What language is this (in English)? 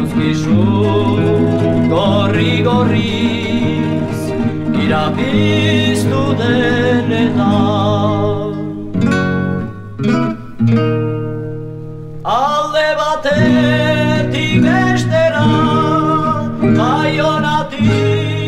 Basque